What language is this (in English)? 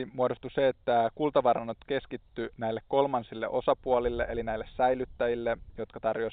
Finnish